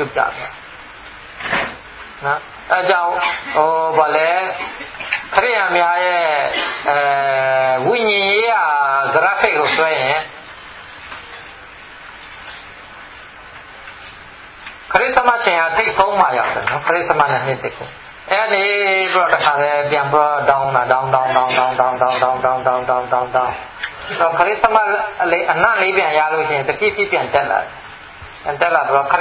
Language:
Burmese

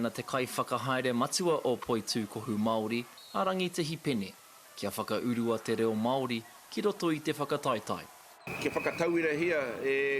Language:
Māori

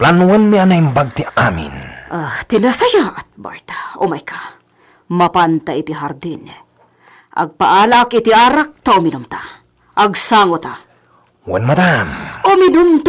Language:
Iloko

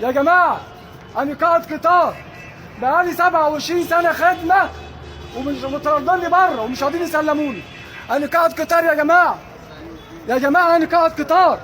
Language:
Egyptian Arabic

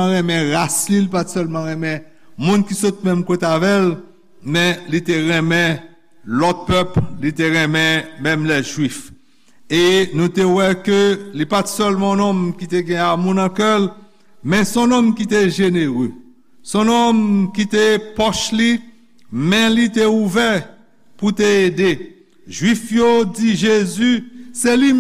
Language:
Haitian Creole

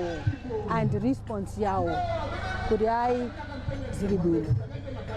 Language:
Nyanja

